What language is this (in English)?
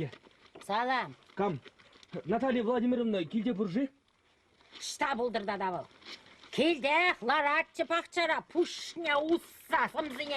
Chuvash